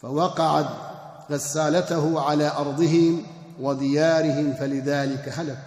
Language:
Kurdish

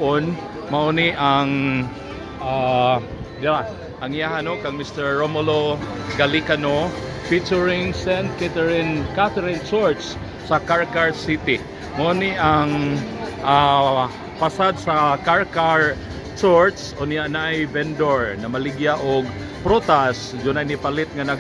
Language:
Cebuano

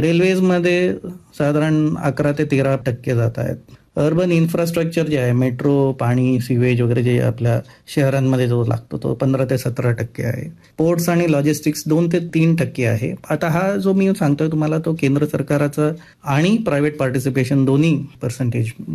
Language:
Marathi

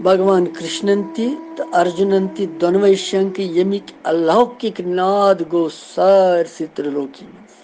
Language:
Kashmiri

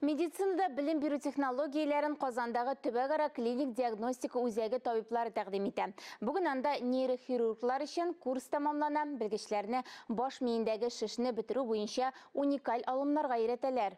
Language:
Tatar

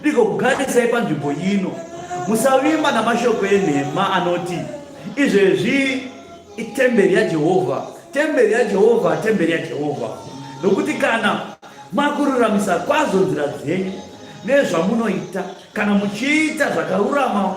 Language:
Shona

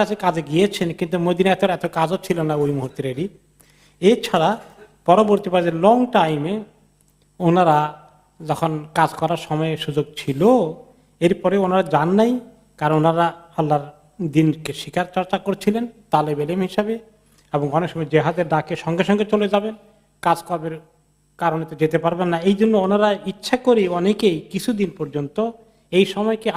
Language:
Bangla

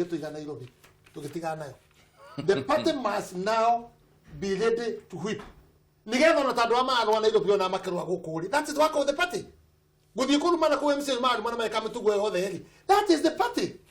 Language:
Kikuyu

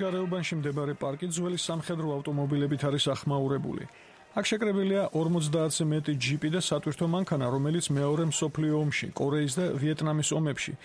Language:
Georgian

